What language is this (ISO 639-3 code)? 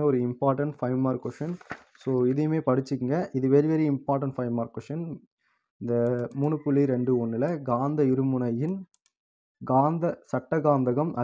tam